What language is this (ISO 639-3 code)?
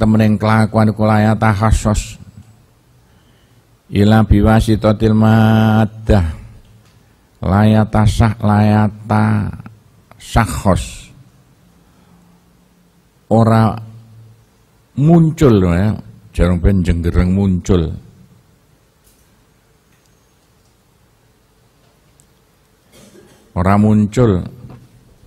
jav